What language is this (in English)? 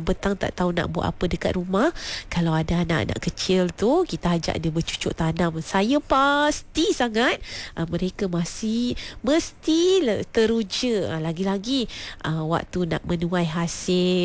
Malay